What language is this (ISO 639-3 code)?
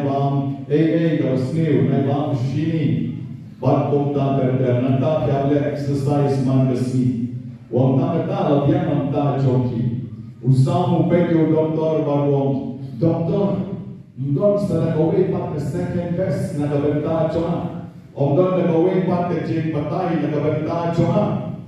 kha